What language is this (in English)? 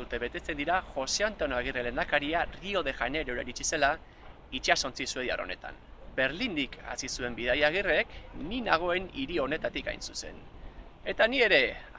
Basque